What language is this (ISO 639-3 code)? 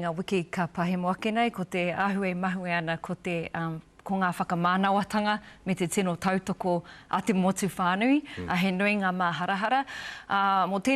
mri